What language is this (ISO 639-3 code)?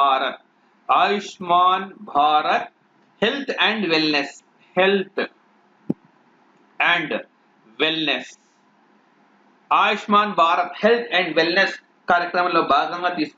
tel